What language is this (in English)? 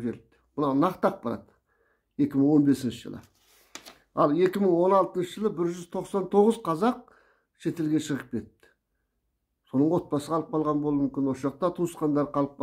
Kazakh